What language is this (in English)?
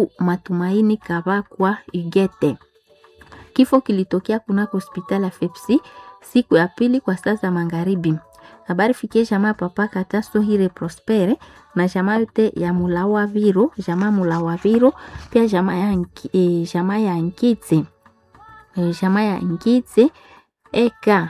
Swahili